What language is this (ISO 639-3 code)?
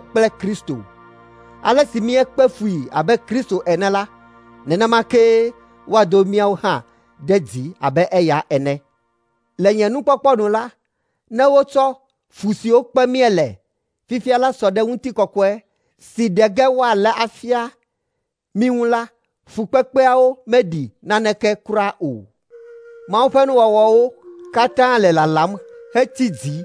ewe